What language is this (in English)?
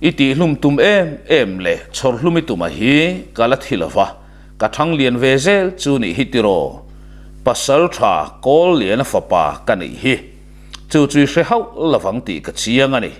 Mizo